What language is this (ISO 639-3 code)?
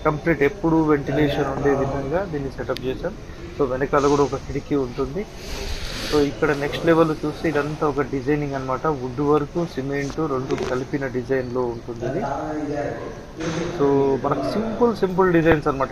tel